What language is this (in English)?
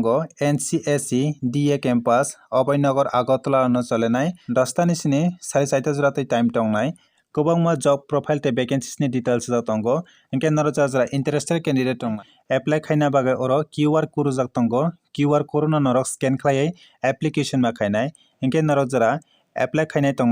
Kok Borok